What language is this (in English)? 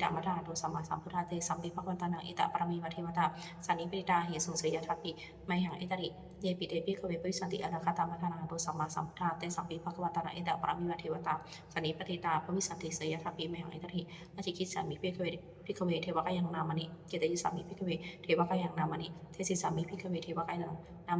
Pali